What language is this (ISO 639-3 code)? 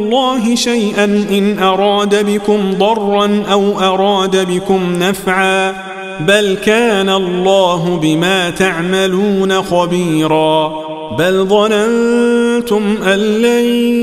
ara